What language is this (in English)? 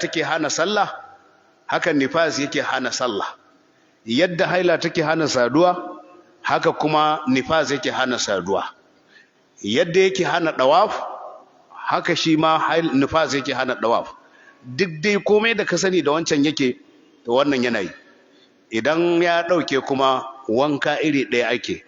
Hausa